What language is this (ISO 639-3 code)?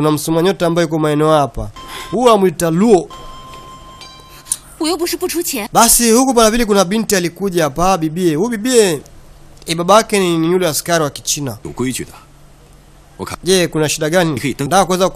swa